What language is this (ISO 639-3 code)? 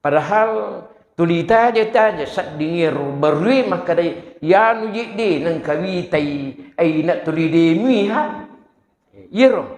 bug